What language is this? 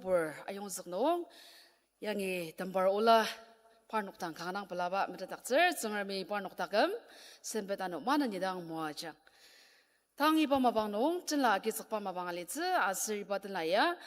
Ao Naga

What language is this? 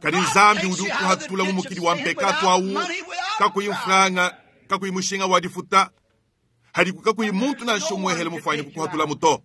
Luba-Lulua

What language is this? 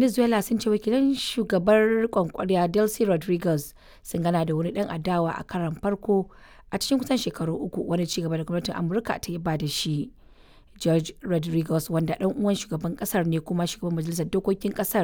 Hausa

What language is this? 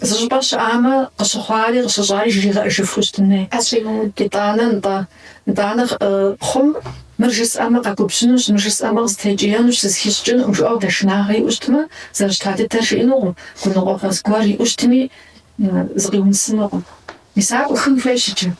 Kabardian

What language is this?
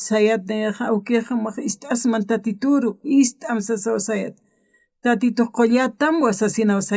Aymara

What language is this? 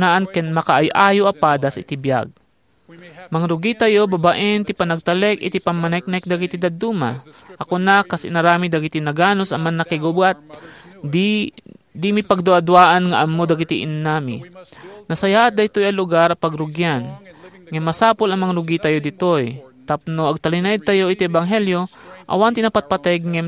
Iloko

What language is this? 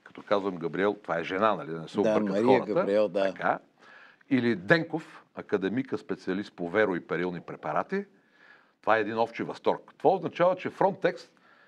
Bulgarian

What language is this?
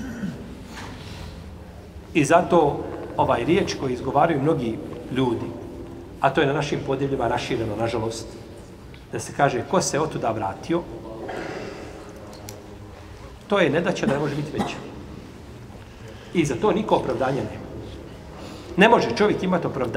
Bosnian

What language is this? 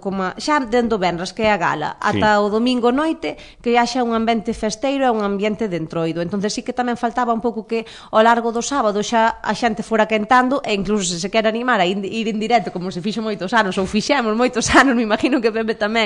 Galician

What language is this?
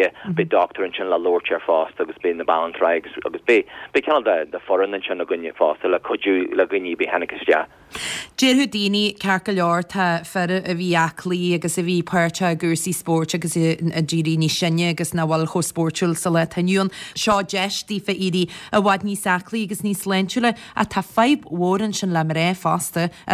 Irish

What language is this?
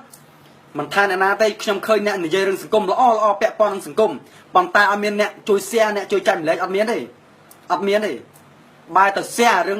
Khmer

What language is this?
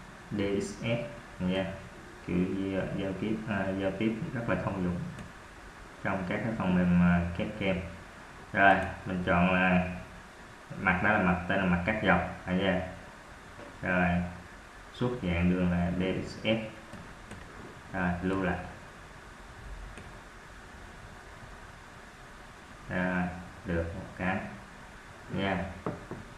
Vietnamese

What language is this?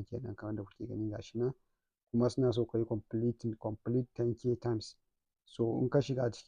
Hausa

